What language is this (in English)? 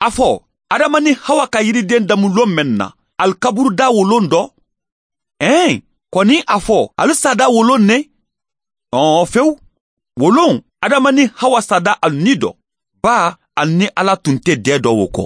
Mandingo